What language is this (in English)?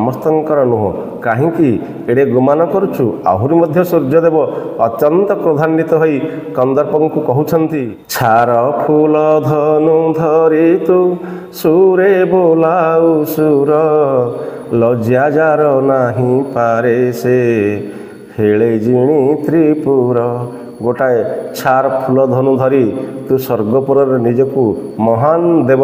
Odia